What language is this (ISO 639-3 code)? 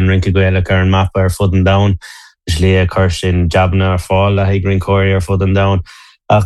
gle